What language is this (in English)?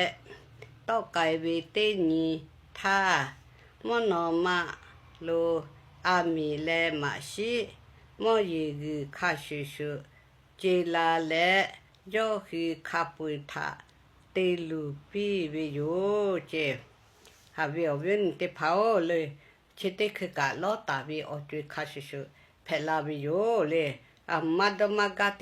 Lahu